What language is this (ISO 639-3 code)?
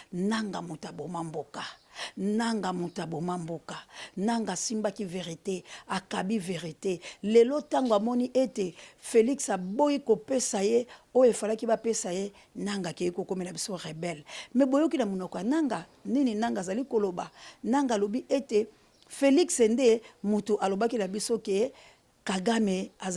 lin